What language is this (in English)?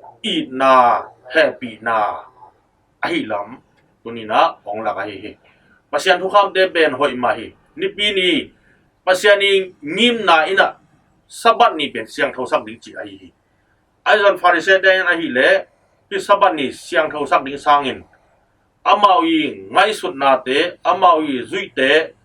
Tedim Chin